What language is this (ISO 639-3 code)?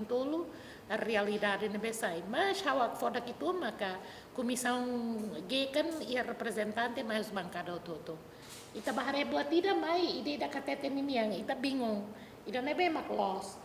tet